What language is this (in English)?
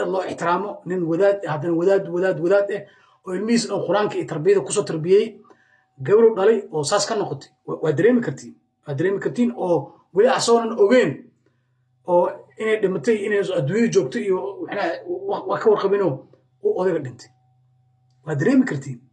Somali